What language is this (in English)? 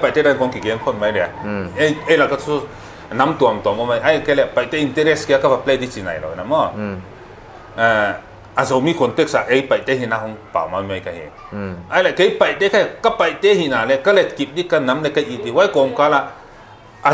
Paite Chin